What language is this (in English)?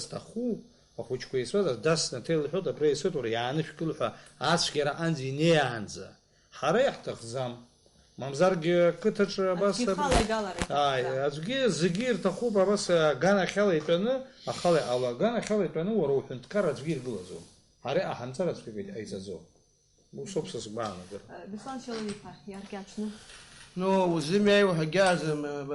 Abkhazian